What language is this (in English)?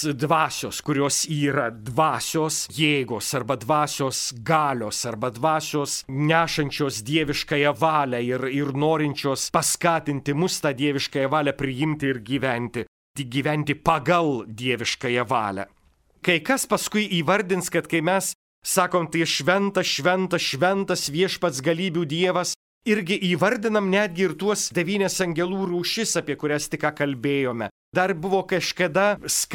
Lithuanian